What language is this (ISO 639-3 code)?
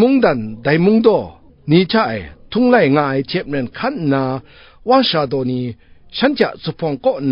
kac